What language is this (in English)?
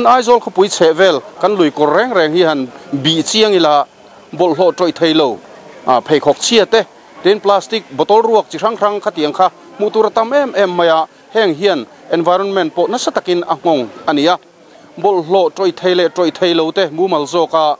Mizo